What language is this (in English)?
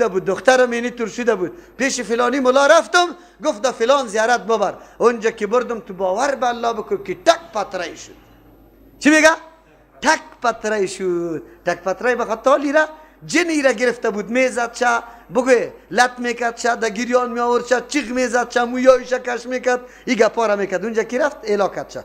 Persian